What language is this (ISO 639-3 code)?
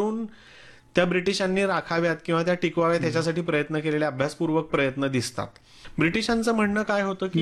mar